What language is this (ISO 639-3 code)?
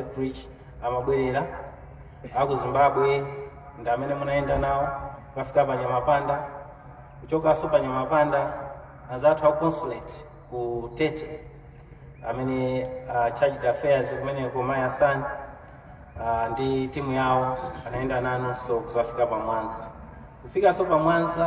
nya